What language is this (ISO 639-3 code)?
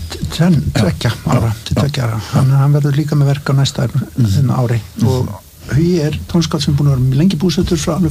isl